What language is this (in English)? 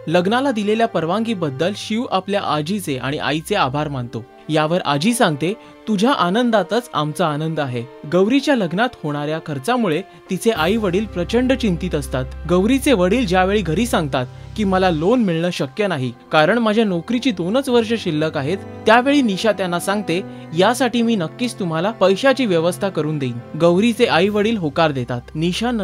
Marathi